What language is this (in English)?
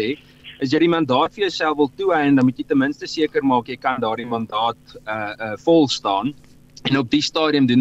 Afrikaans